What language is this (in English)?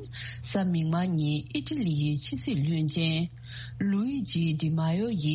Tibetan